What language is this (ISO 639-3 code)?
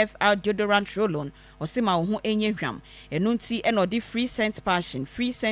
aka